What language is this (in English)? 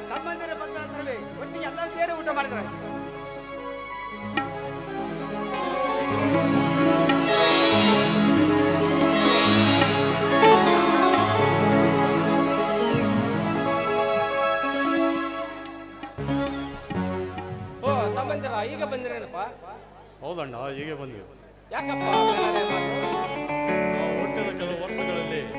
Kannada